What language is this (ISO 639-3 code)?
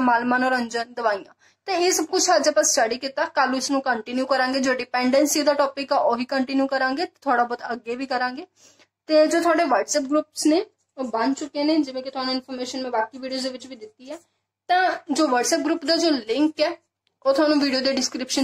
pan